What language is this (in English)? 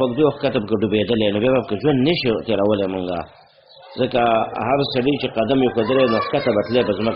Pashto